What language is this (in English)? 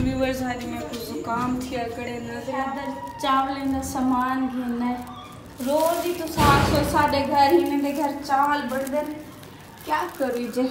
Saraiki